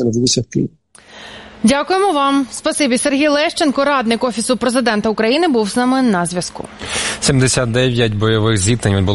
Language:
Ukrainian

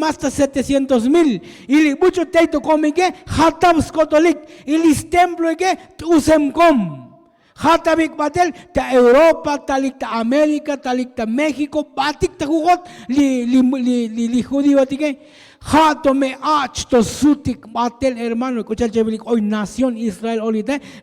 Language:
Tzotzil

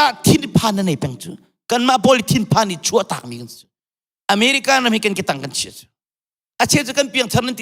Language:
Hakha Chin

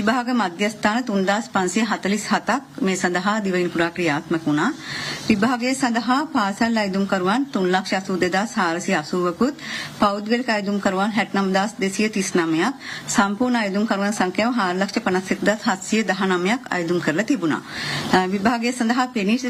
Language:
Sinhala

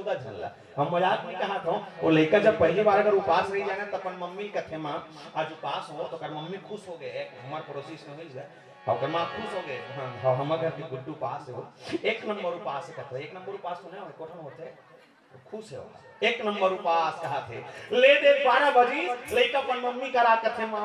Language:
Chhattisgarhi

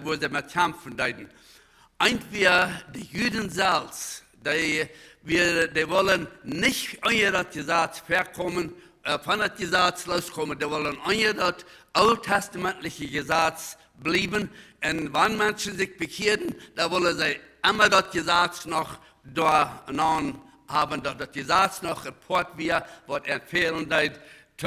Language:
Plautdietsch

